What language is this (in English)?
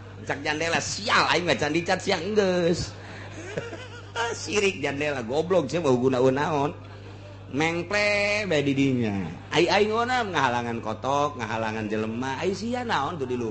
Sundanese